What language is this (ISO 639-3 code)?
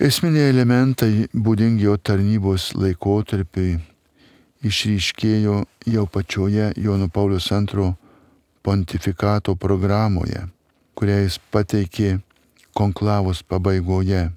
lit